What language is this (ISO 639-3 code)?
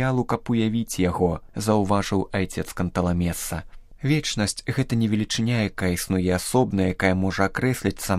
bel